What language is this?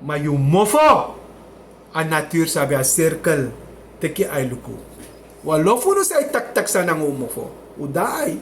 Sranan Tongo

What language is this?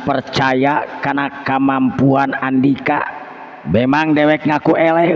Sundanese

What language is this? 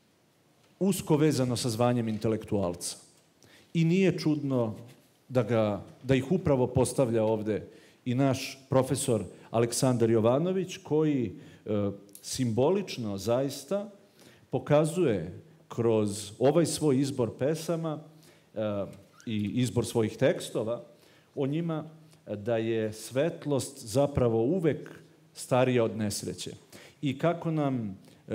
Serbian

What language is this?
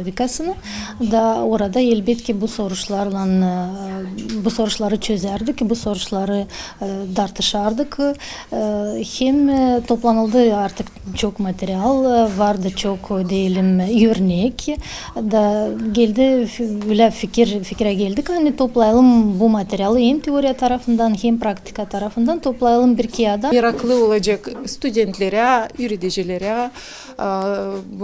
Gagauz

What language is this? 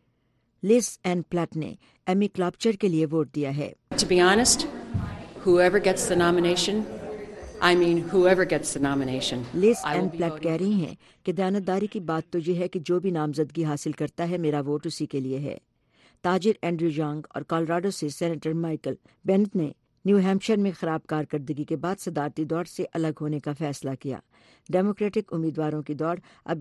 Urdu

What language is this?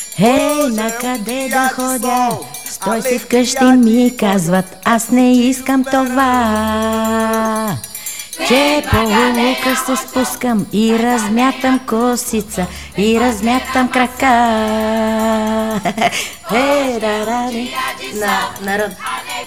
Bulgarian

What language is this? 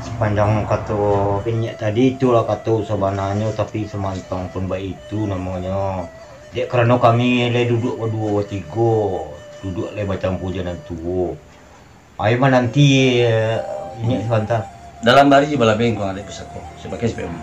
Minangkabau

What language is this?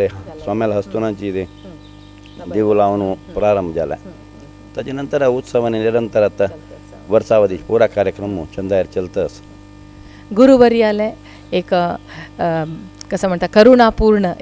Konkani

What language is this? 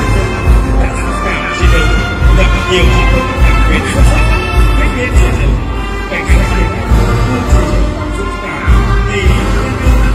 Vietnamese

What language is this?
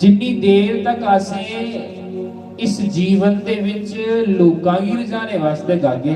Dogri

